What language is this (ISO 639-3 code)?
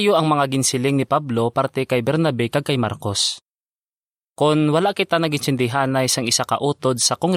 hil